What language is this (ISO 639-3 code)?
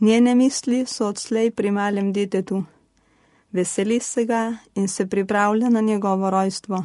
slv